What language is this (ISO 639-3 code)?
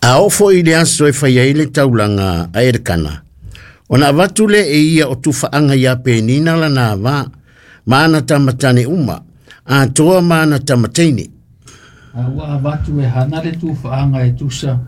smo